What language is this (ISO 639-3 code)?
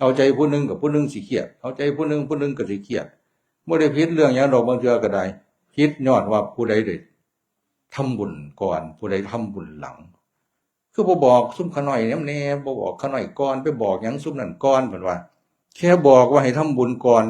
tts